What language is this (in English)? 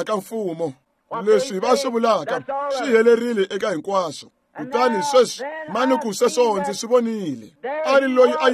Tsonga